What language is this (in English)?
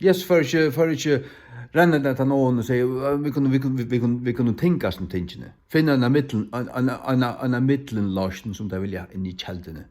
Faroese